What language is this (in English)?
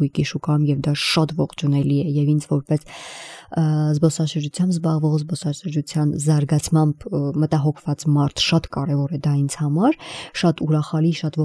Armenian